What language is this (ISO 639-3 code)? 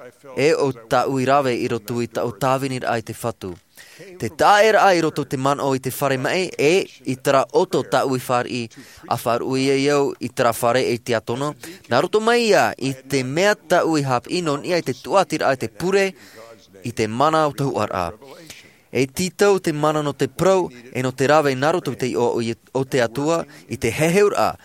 tah